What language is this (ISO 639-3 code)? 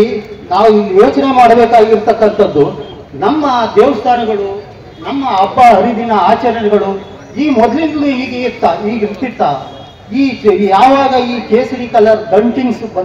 kan